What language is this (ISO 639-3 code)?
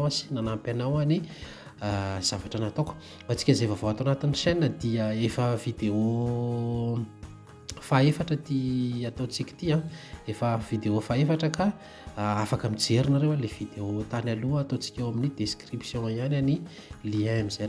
mlg